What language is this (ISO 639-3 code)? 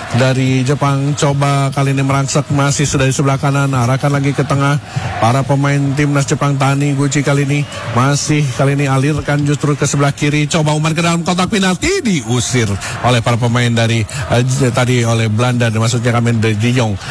ind